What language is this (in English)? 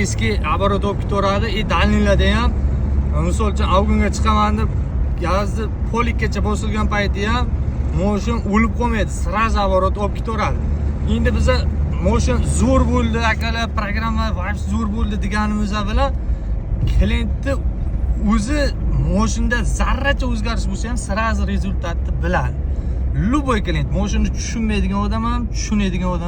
Uzbek